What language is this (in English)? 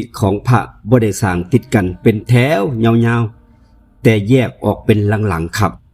Northeastern Thai